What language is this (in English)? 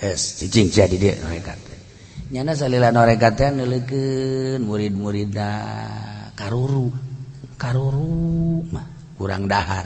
Sundanese